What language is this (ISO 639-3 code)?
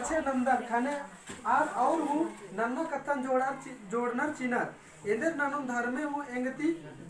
kru